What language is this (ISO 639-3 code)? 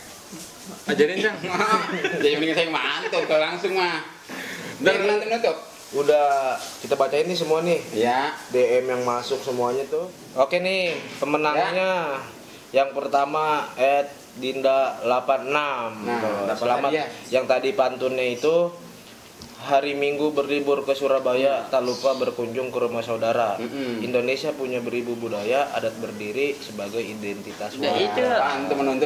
bew